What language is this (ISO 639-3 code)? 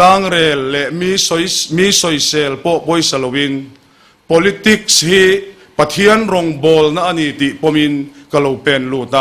lus